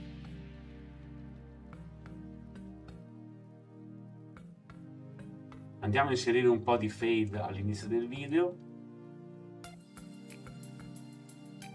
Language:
Italian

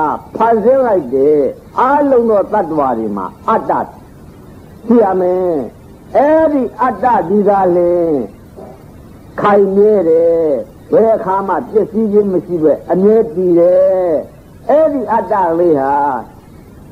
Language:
Burmese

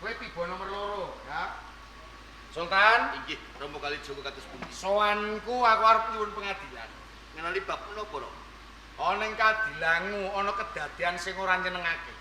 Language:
Javanese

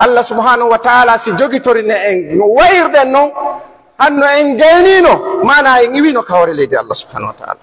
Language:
Fula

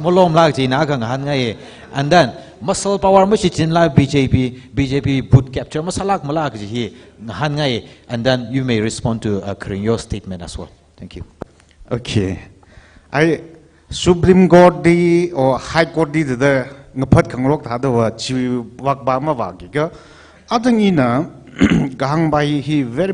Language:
Tangkhul Naga (India)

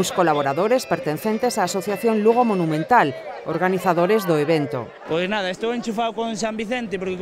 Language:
Galician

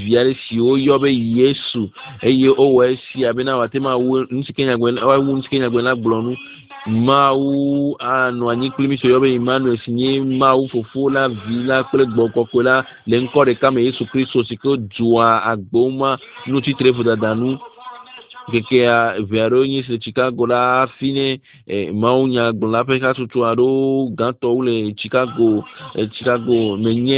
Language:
Ewe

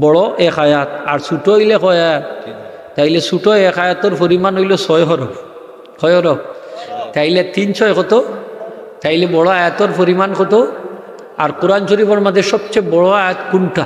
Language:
Sylheti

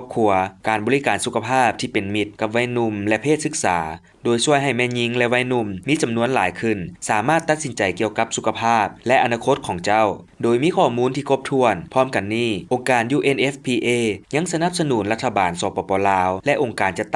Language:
Lao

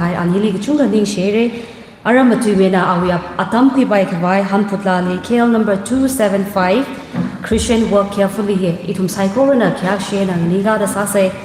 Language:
Tangkhul Naga (India)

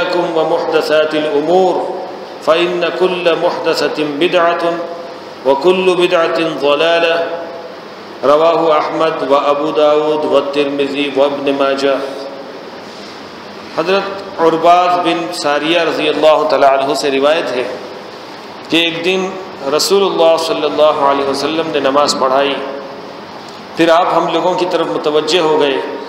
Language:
Urdu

